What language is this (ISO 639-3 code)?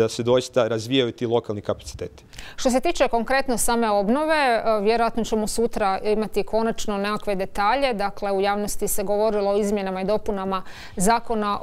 hrv